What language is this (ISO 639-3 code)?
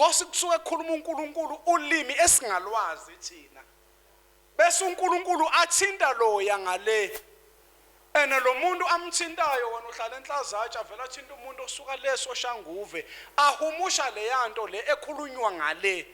zul